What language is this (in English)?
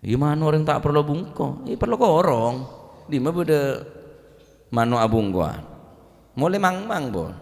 Madurese